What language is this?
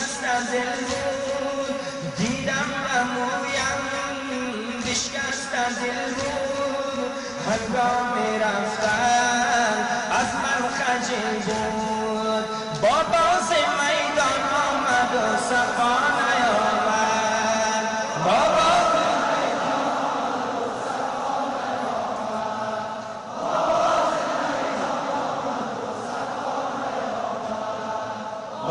Persian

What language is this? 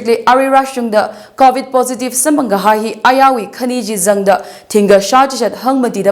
Tangkhul Naga (India)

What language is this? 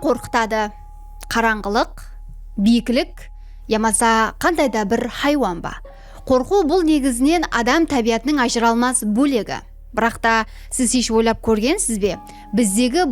Kara-Kalpak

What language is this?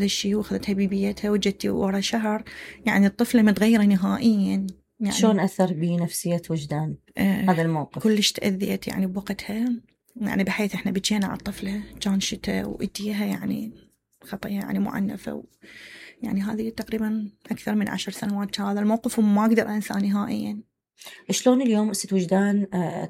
Mesopotamian Arabic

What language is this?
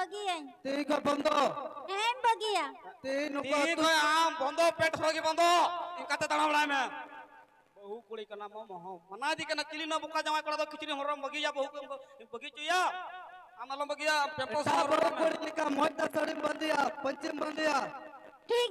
Santali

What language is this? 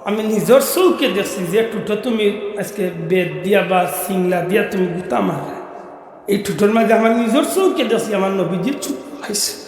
Sylheti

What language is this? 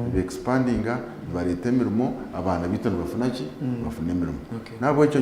Nyankole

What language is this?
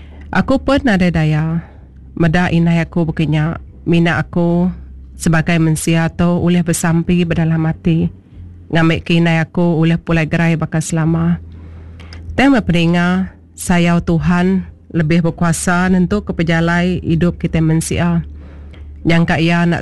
Iban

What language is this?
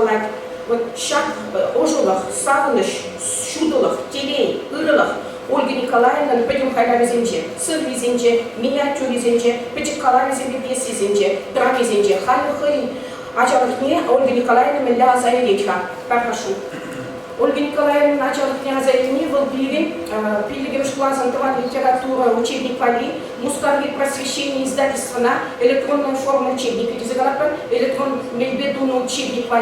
Chuvash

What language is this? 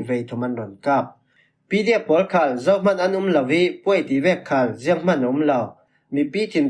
Falam Chin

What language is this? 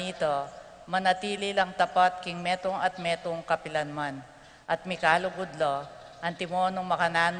Pampanga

